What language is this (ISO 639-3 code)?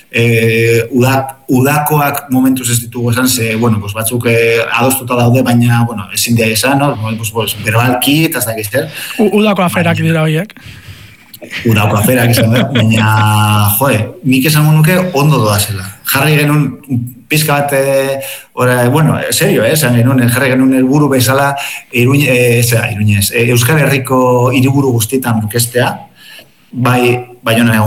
eus